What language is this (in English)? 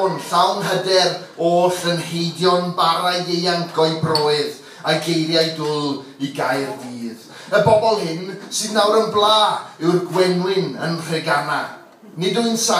Welsh